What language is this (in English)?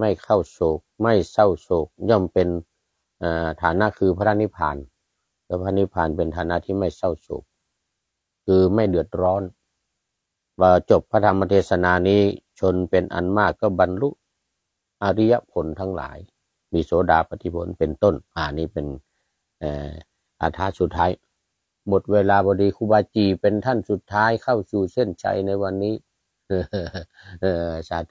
Thai